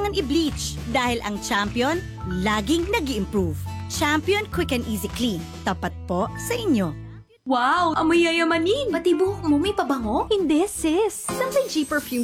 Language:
Filipino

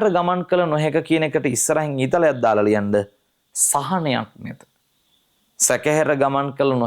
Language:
Sinhala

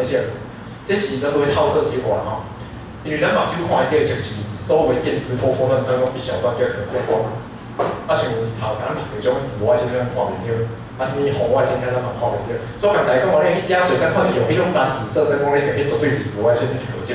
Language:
Min Nan Chinese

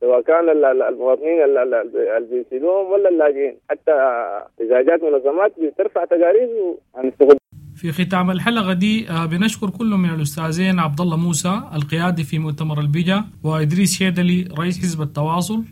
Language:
Sudanese Arabic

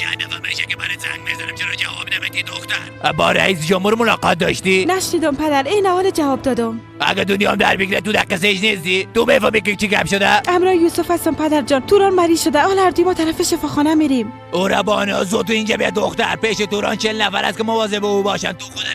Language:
Persian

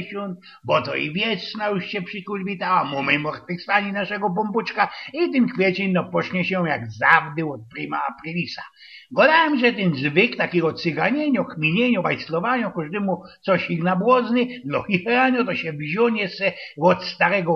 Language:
Silesian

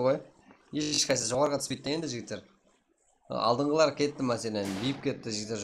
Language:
Kara-Kalpak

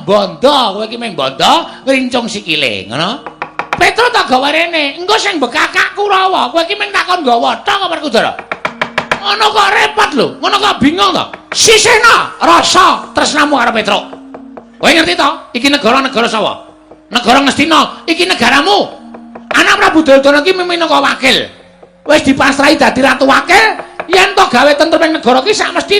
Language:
Javanese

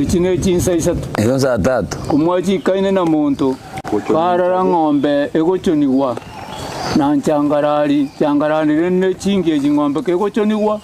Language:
Gusii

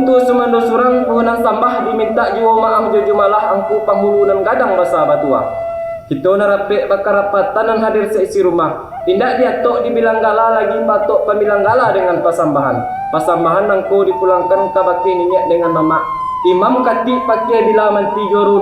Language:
Minangkabau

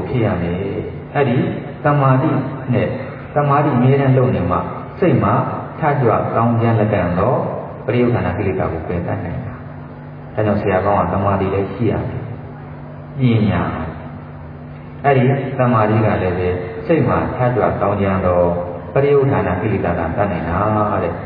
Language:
Burmese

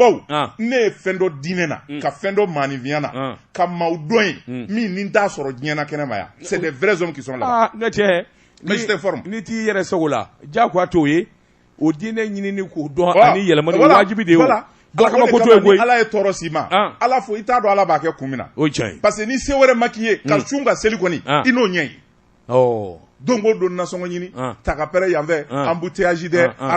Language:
Bambara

